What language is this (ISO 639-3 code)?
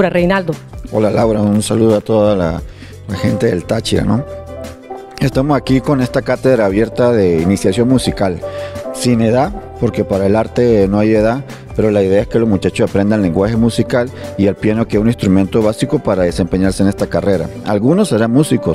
spa